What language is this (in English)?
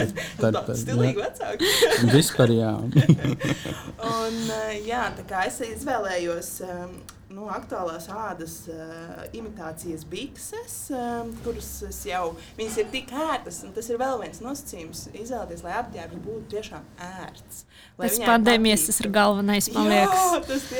Latvian